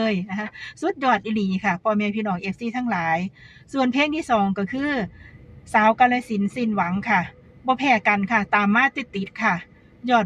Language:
Northeastern Thai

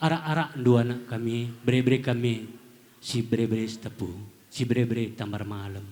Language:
Batak Karo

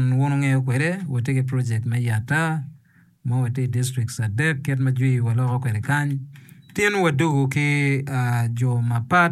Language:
Acoli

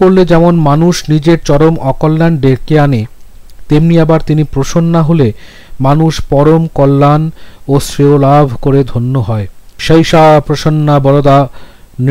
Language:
Bangla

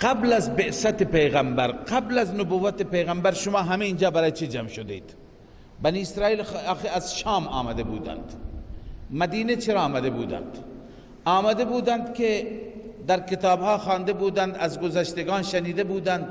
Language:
Persian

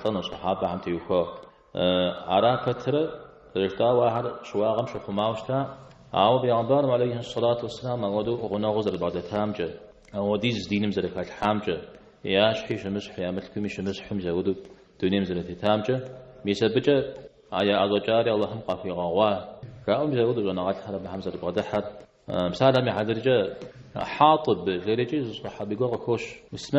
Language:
Kabardian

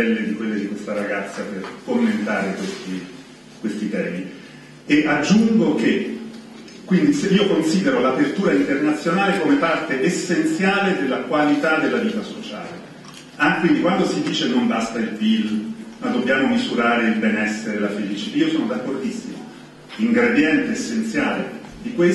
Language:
Italian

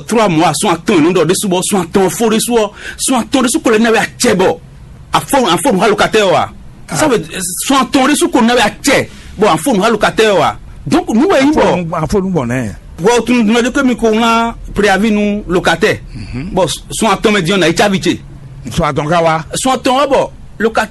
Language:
Fon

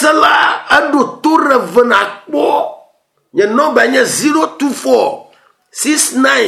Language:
Ewe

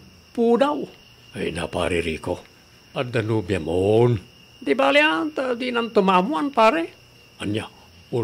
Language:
Iloko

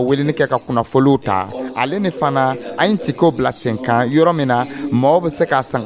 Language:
Dyula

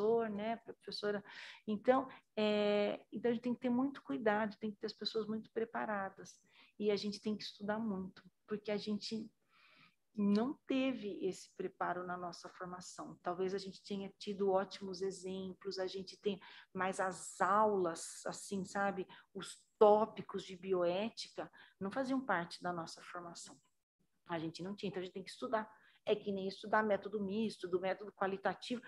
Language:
Portuguese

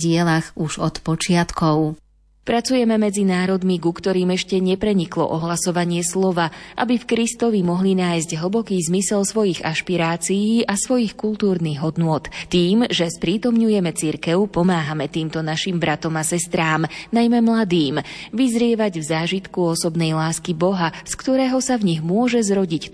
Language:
Slovak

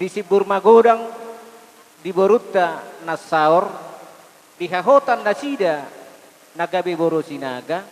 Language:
Batak Toba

